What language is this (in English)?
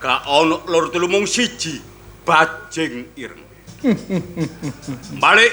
Javanese